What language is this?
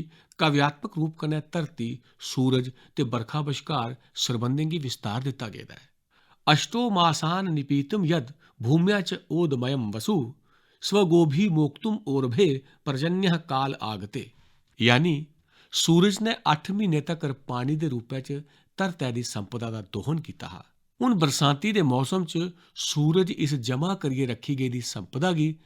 Dogri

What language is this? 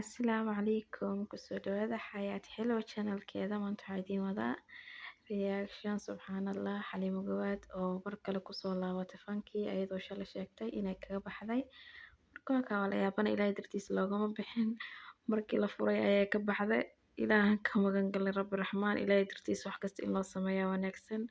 Somali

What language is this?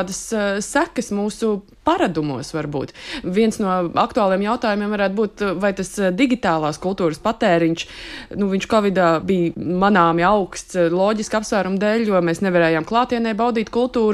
Latvian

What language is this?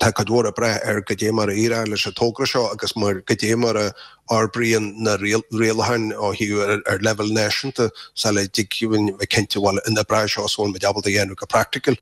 Irish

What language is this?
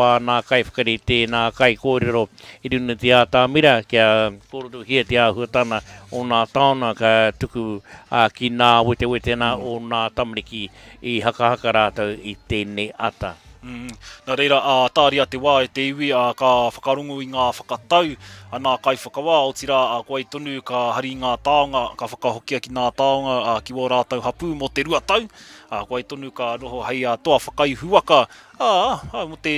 Māori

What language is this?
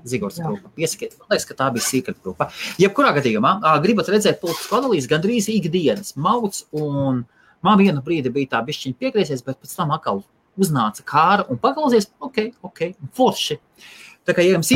Latvian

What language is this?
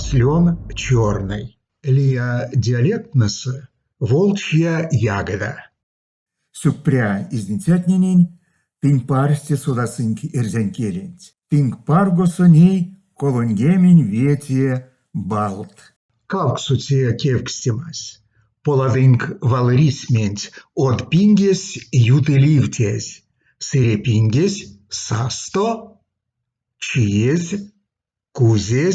Erzya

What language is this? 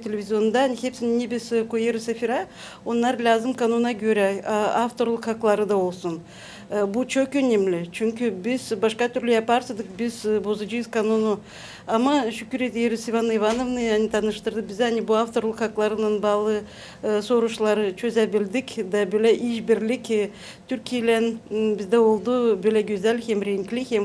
Gagauz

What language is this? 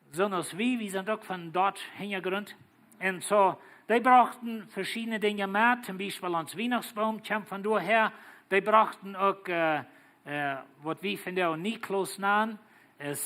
Plautdietsch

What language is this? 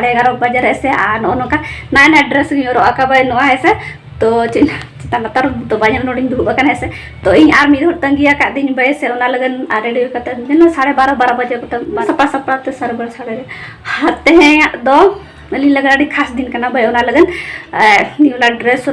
Santali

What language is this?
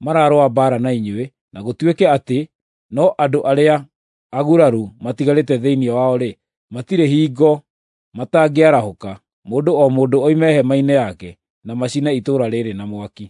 Kikuyu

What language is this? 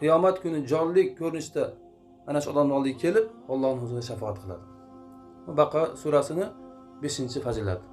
Uzbek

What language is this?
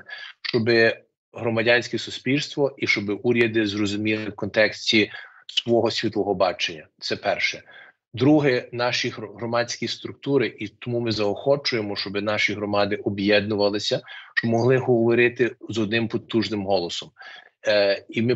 Ukrainian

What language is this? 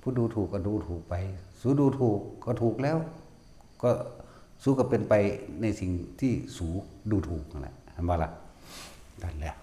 Northeastern Thai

